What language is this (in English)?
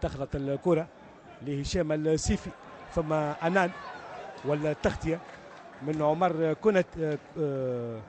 Tunisian Arabic